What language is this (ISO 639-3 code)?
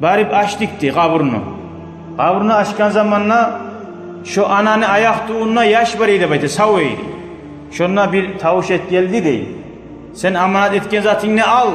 kum